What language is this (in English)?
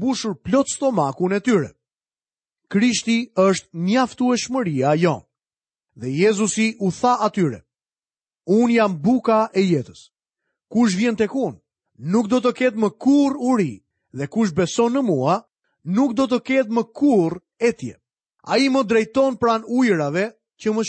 Albanian